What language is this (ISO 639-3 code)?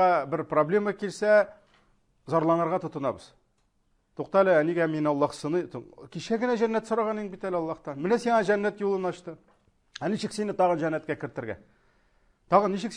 tat